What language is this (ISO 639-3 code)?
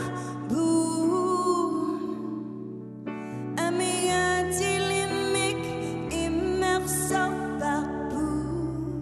kal